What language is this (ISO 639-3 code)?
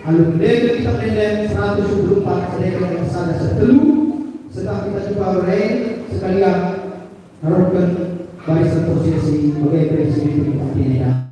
btx